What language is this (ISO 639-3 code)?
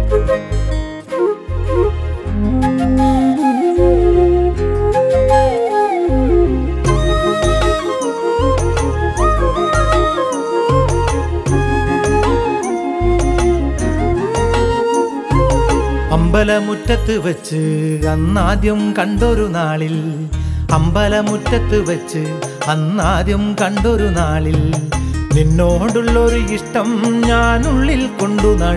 mal